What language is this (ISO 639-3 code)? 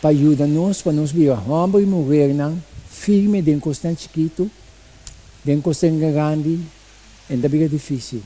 pap